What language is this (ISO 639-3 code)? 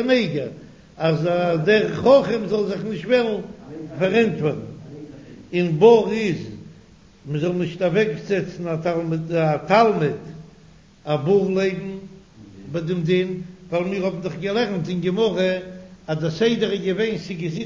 yid